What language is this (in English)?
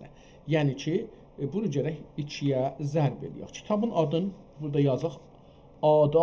South Azerbaijani